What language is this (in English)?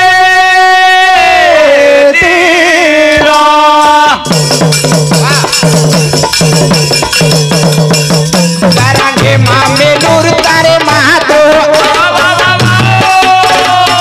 Lambadi